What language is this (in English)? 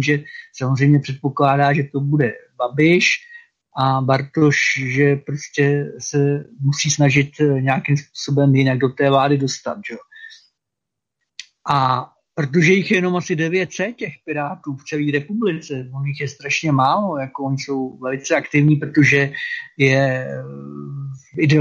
Czech